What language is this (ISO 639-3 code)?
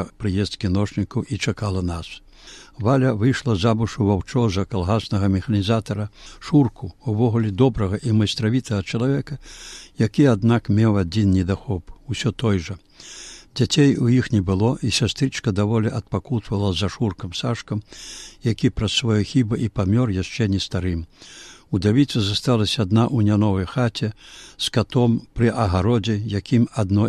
bel